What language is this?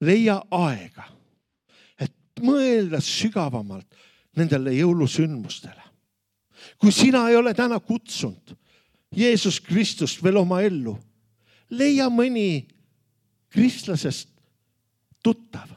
Estonian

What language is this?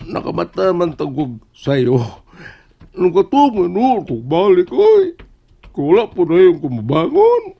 Cebuano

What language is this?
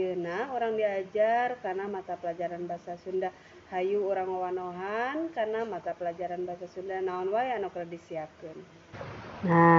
Sundanese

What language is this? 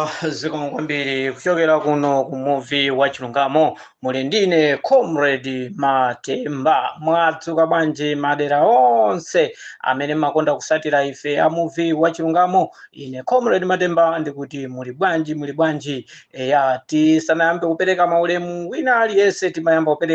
Nyanja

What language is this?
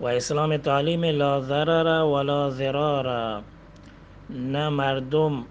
Eastern Balochi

